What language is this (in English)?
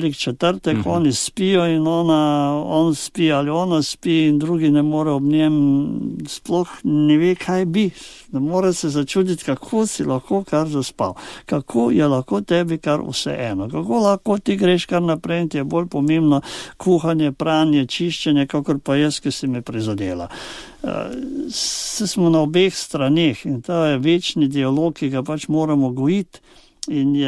Slovenian